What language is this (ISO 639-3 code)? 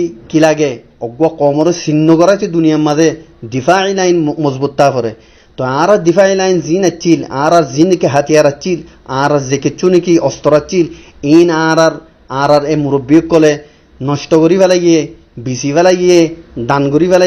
rhg